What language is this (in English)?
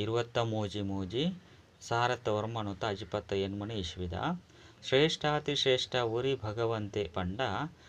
Tulu